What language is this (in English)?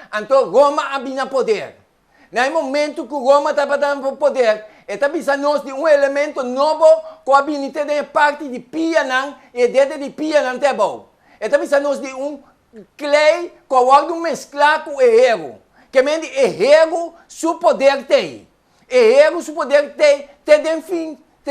Papiamento